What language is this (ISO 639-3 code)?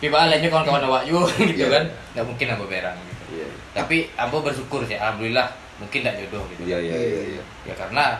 min